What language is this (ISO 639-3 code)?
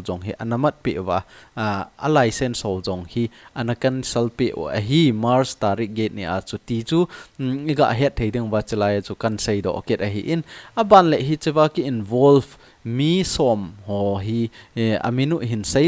tcz